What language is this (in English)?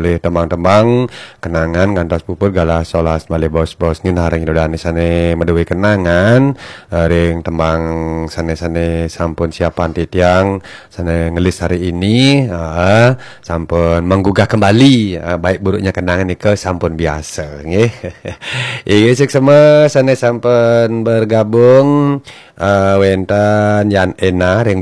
Balinese